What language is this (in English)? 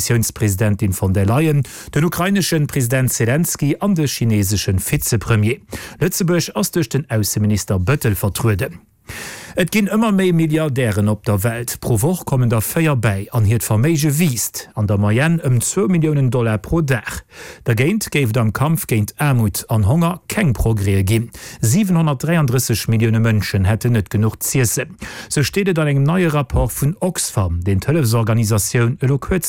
Luxembourgish